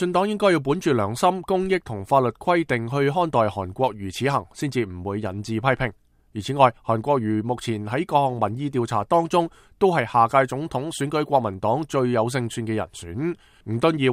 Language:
Cantonese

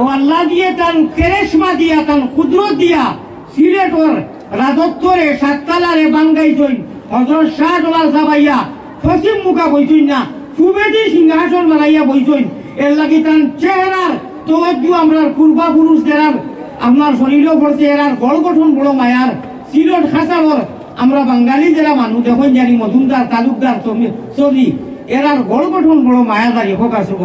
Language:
Sylheti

